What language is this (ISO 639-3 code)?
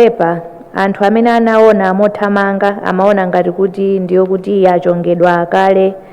nya